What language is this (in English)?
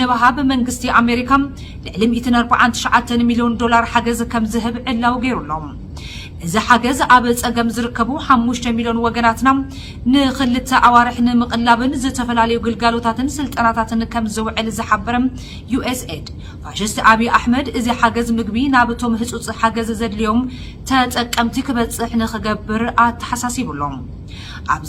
Tigrinya